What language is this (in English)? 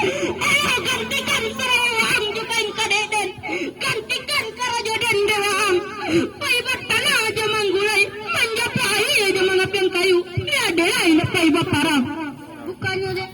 Minangkabau